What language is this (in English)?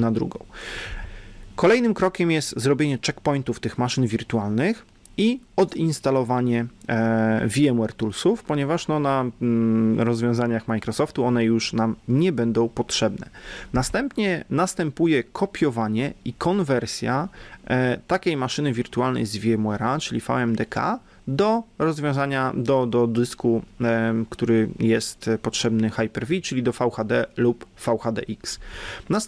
Polish